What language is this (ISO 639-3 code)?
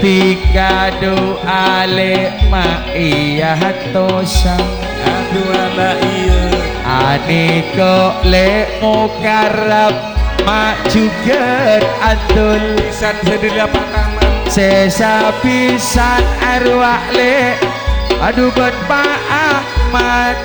mad